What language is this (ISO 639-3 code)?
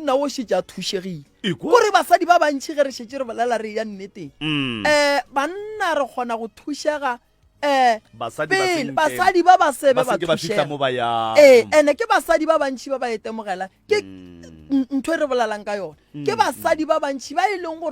nso